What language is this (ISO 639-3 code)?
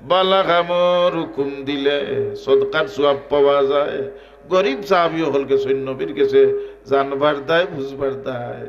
syl